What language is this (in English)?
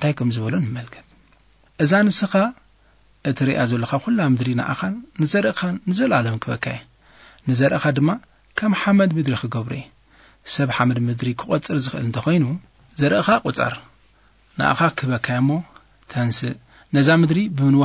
Tigrinya